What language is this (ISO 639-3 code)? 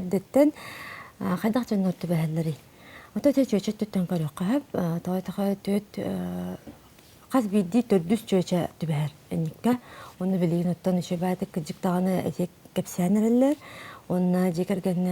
sah